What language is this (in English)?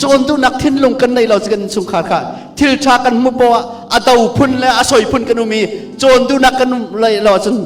Hakha Chin